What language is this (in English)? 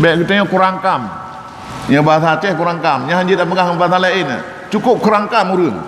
Achinese